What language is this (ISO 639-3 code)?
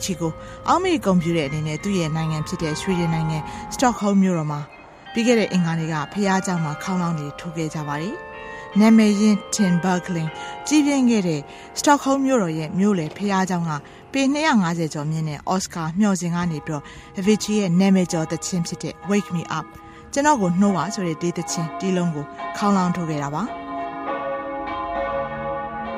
mya